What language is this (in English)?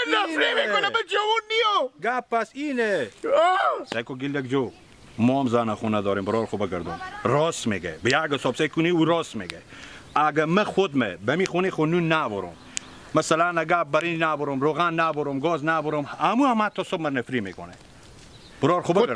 Hazaragi